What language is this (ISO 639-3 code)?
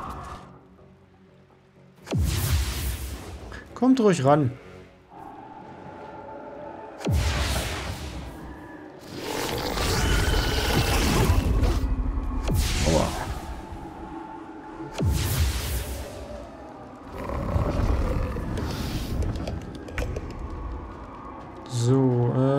deu